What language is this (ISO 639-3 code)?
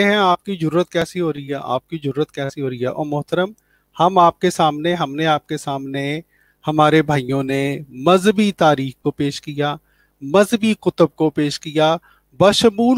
urd